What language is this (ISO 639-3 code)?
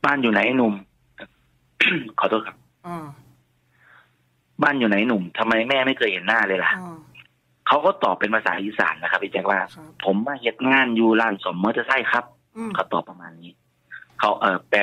tha